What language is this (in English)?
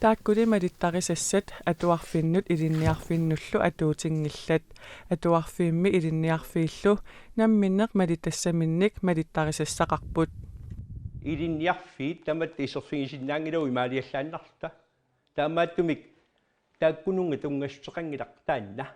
Kalaallisut